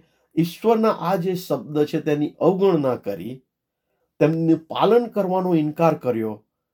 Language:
Gujarati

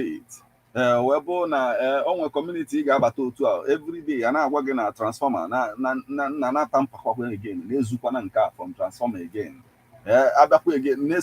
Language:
Igbo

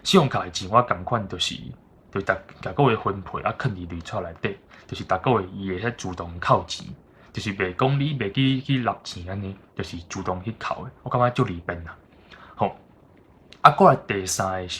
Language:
Min Nan Chinese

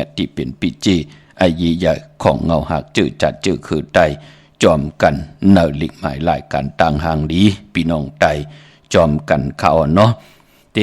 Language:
Shan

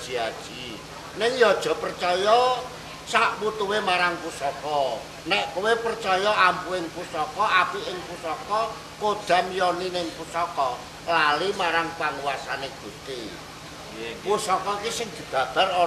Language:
Javanese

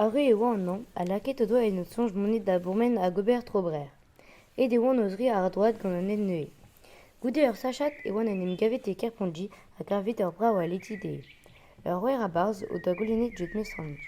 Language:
Breton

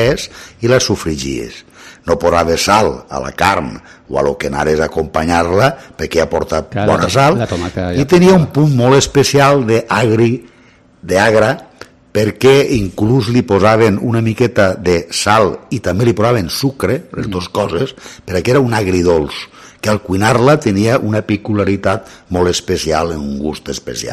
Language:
Catalan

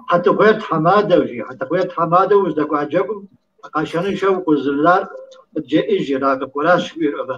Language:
Kabardian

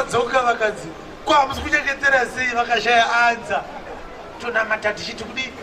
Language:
Shona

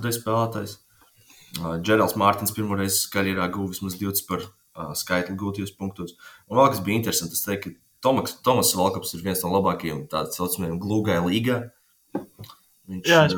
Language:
Latvian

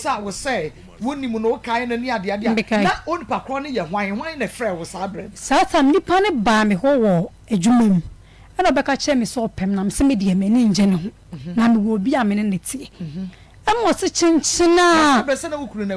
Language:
Akan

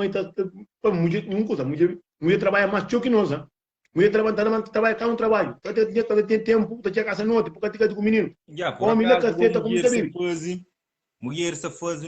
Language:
Kabuverdianu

